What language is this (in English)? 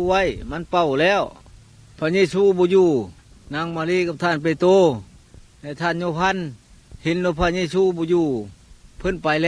Lao